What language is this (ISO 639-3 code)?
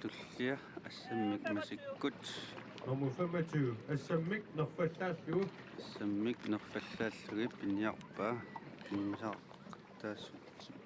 kal